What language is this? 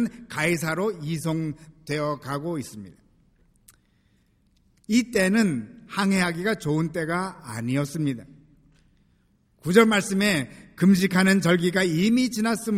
Korean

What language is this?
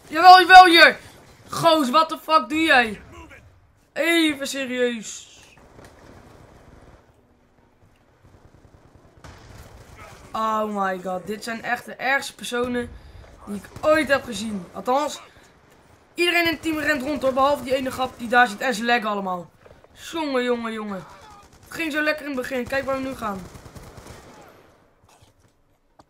Dutch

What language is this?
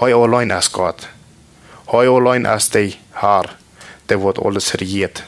Plautdietsch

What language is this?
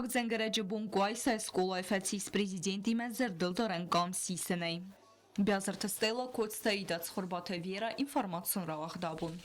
Ossetic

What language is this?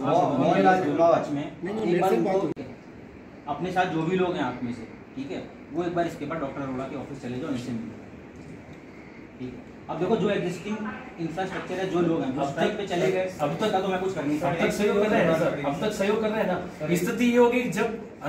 Hindi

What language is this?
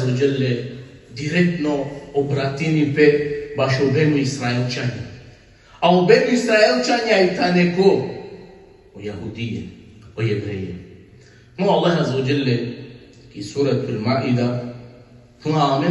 Balkan Romani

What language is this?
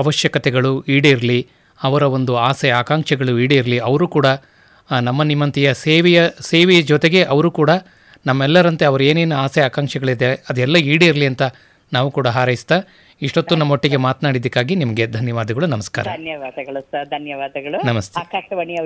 Kannada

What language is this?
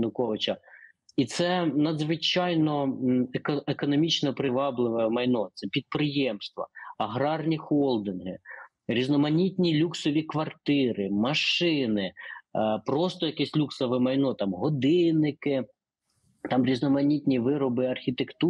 Ukrainian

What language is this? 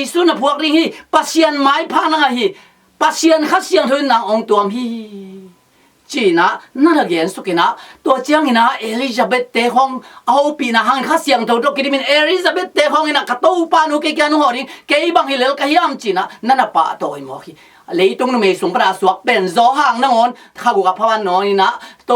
Tedim Chin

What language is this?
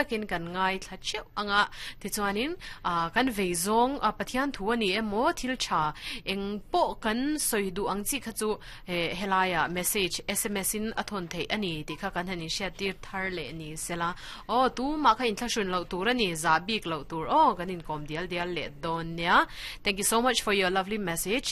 Mizo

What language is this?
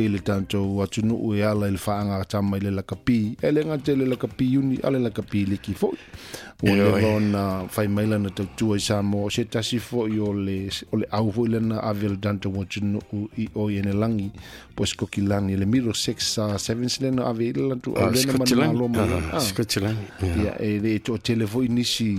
Samoan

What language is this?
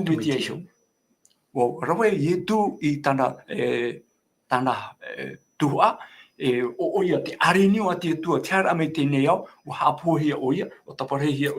Tahitian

